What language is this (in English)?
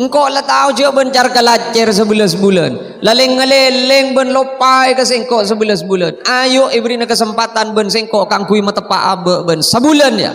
Madurese